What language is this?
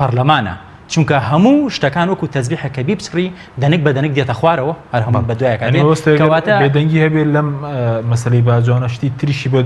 Central Kurdish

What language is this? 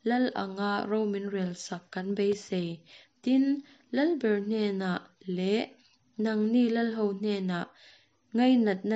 Mizo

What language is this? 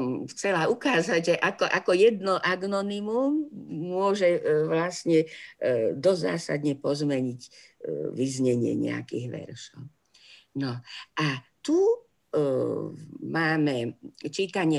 Slovak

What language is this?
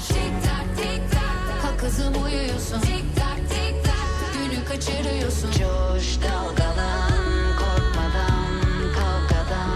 Kara-Kalpak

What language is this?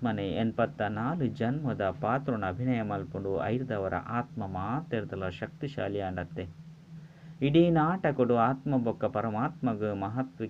Tulu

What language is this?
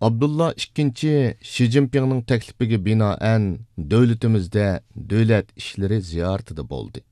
Uyghur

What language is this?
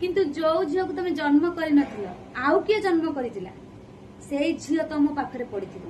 Odia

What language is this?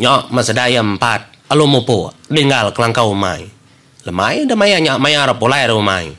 Iban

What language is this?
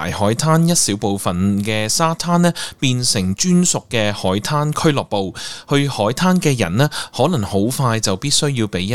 Cantonese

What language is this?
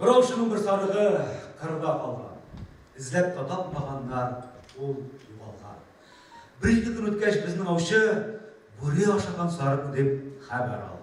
Bashkir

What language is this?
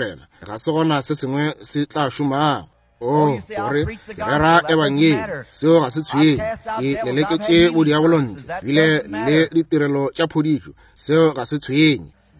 Northern Sotho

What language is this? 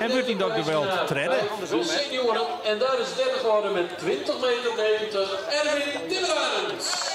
Western Frisian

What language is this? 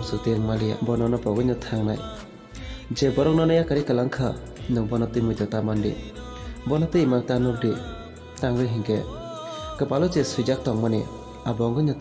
Kok Borok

